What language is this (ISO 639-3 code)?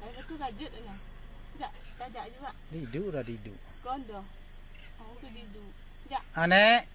ace